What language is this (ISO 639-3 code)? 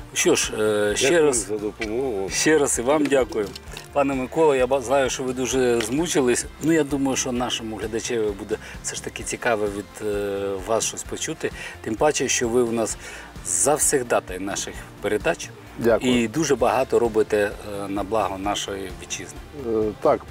ukr